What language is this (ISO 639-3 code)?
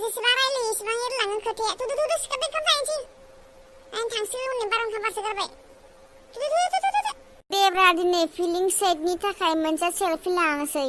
brx